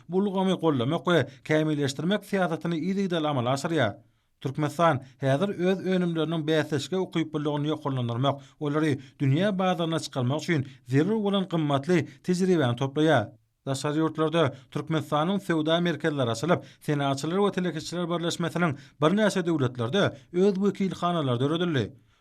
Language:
Turkmen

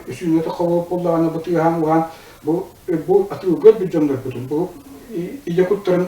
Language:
Yakut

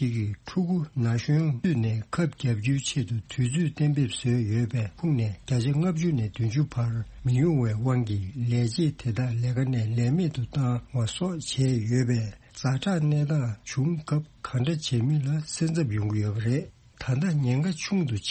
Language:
Tibetan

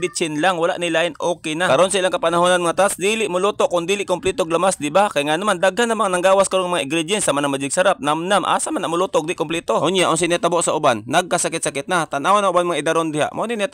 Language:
Cebuano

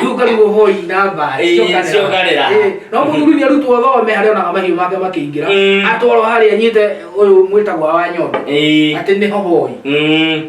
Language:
Kikuyu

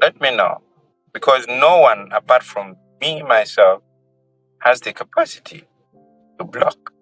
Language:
Acoli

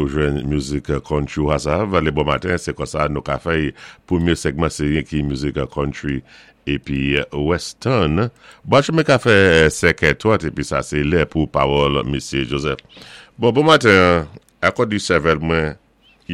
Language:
Saint Lucian Creole French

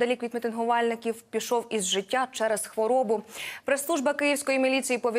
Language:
Ukrainian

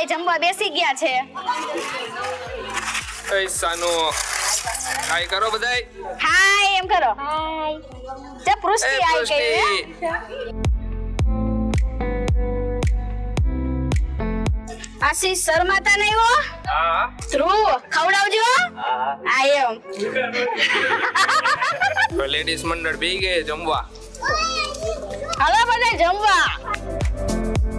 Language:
Gujarati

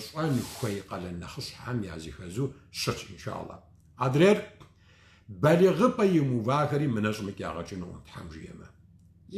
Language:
Kabardian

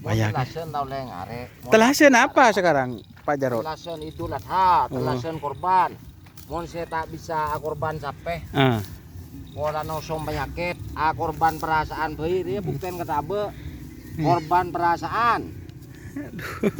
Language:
Madurese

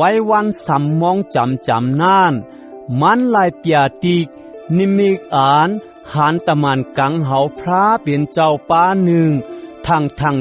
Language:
Shan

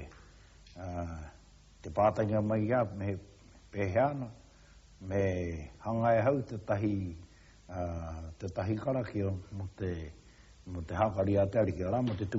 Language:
Māori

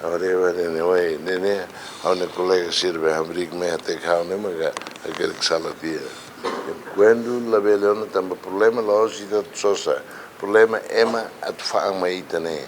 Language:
Tetum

